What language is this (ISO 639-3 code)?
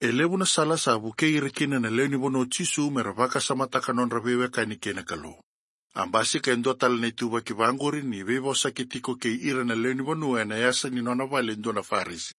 fij